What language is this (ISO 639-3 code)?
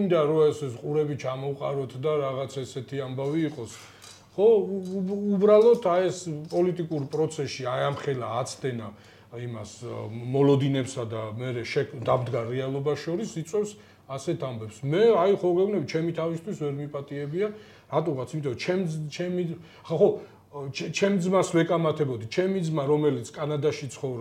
kat